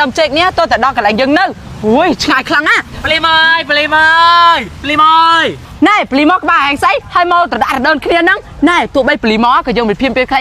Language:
Khmer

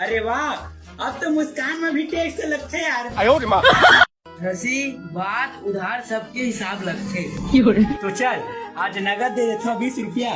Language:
Chhattisgarhi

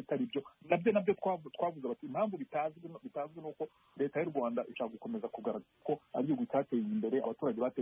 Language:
Kinyarwanda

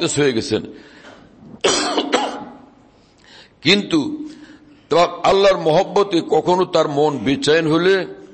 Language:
Bangla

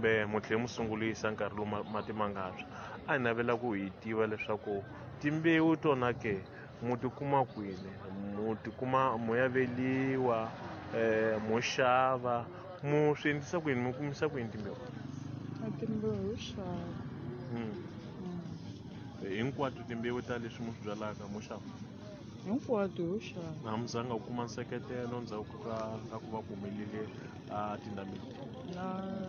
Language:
Tsonga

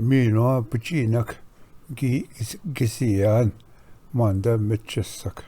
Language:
Ojibwa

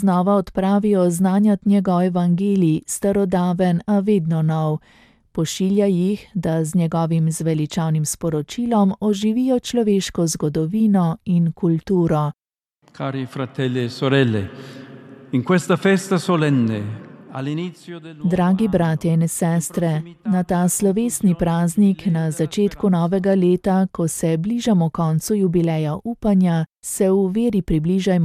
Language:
Slovenian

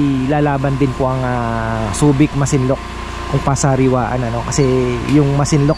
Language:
Filipino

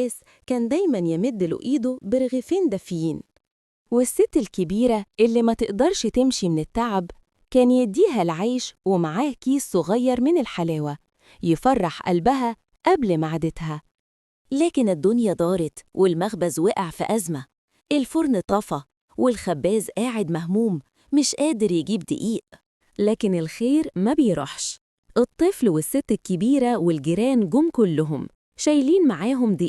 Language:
Egyptian Arabic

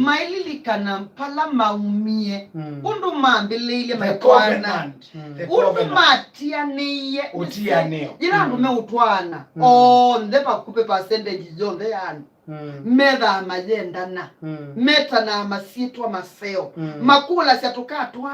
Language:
Kamba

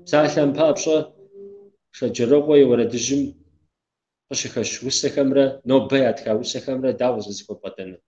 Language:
Kabardian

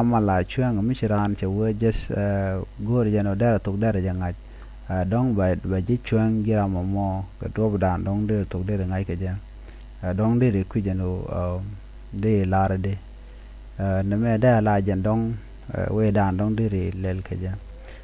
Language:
Nuer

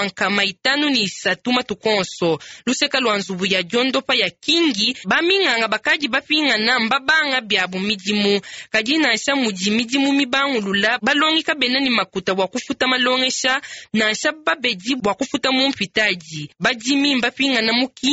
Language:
Luba-Lulua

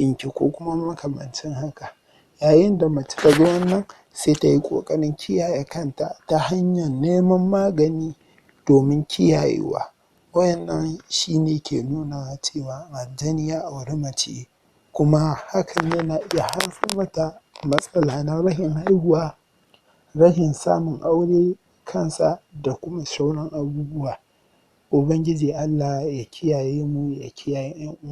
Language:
Hausa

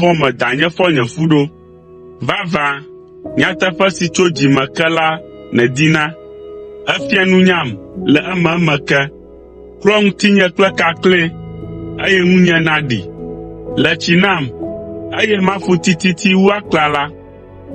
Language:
Ewe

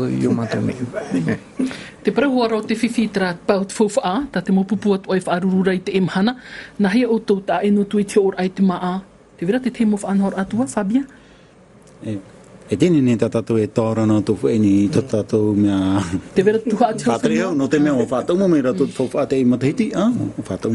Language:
Tahitian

